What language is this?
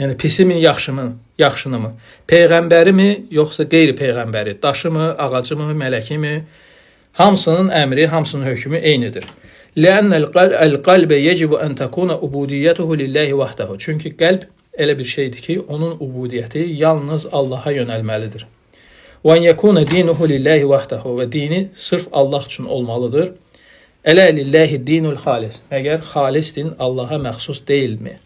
Azerbaijani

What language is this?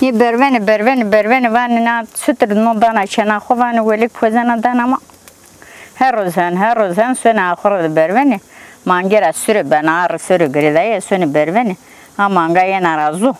Zaza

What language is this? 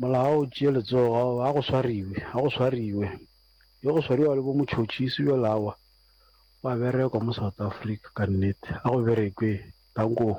Northern Sotho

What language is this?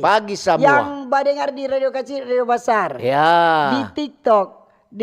Manado Malay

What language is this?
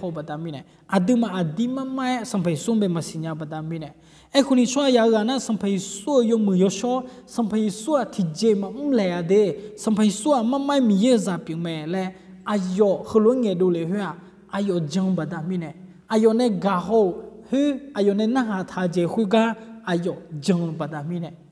Akha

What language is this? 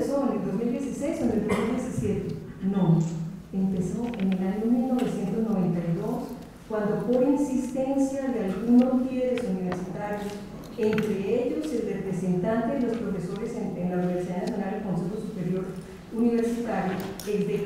Spanish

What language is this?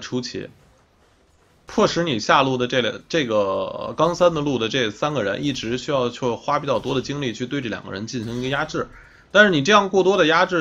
Chinese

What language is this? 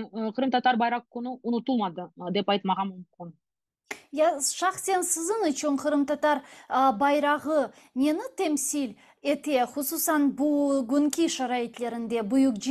Crimean Tatar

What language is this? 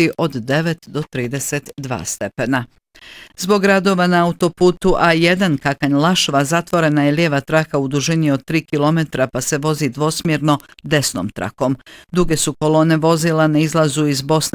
Bosnian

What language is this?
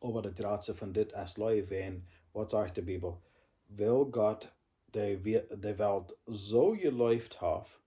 Plautdietsch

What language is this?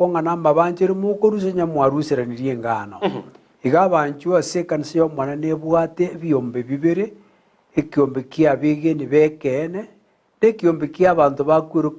Gusii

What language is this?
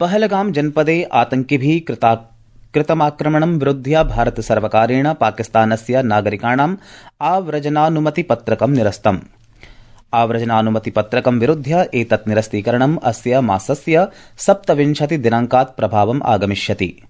Sanskrit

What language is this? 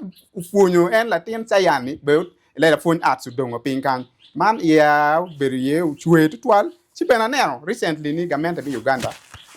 Acoli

